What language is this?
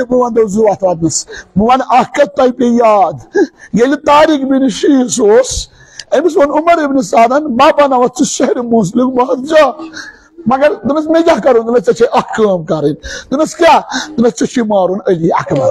Kashmiri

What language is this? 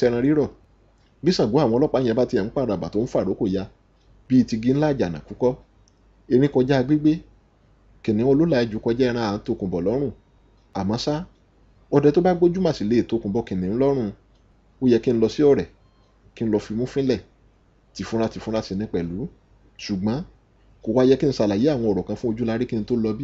Yoruba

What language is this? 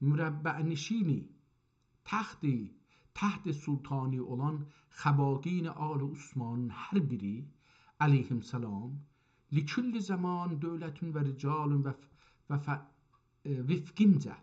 South Azerbaijani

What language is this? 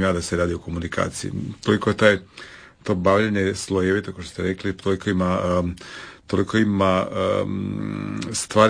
Croatian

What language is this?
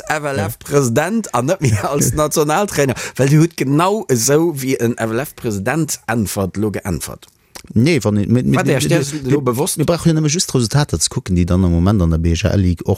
Luxembourgish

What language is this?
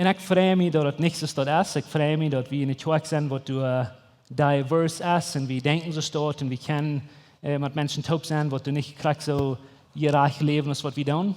Plautdietsch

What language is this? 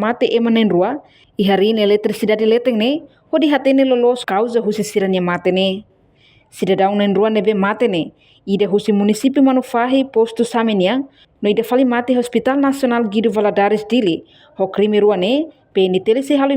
Tetum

